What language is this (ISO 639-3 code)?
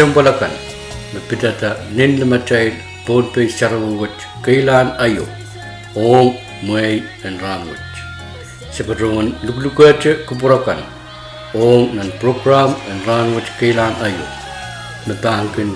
pon